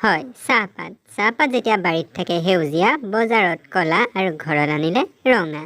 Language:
Assamese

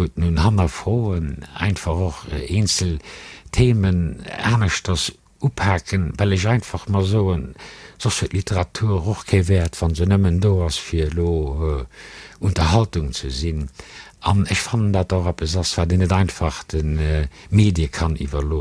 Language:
Luxembourgish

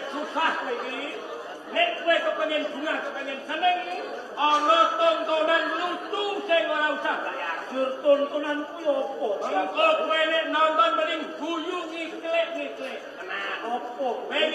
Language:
Javanese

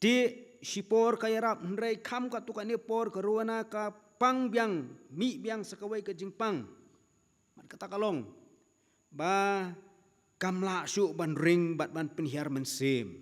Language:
Khasi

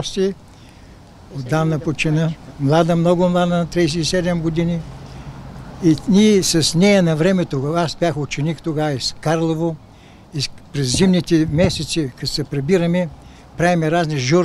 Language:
Bulgarian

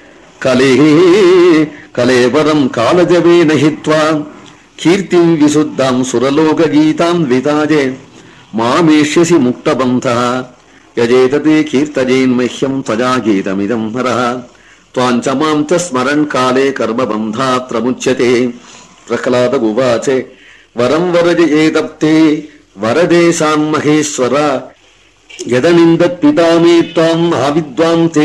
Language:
Sanskrit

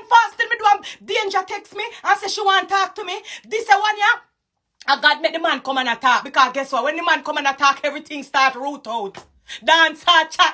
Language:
Jamaican Creole English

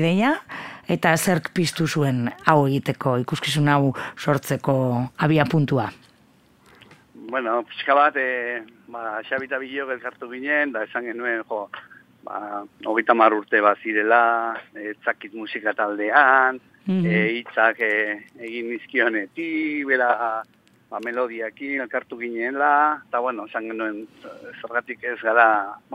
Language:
Basque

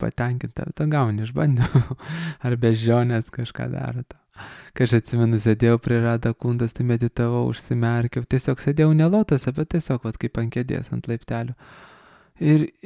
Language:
Lithuanian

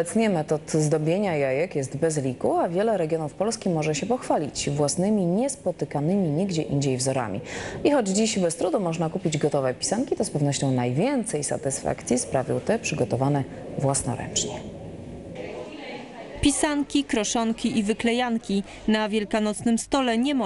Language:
Polish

